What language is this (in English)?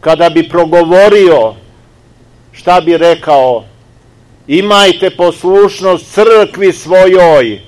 Serbian